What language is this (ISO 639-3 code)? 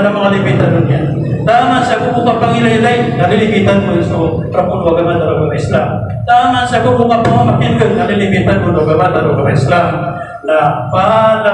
mrw